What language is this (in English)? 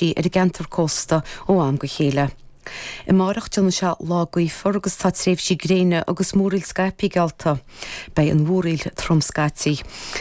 Irish